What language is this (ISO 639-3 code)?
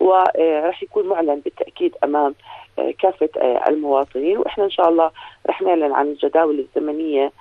apc